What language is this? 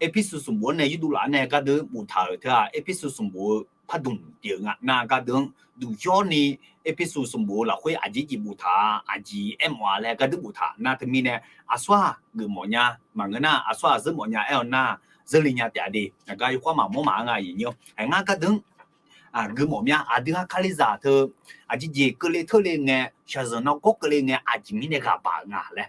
Akha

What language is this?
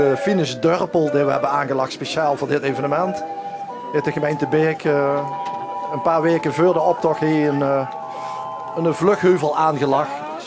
Limburgish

